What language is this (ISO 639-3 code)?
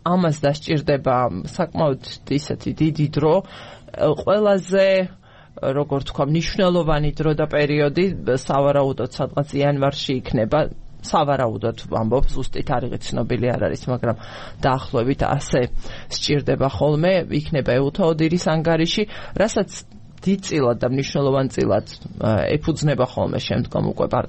kat